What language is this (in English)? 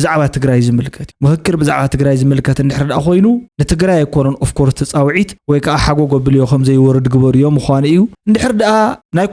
Tigrinya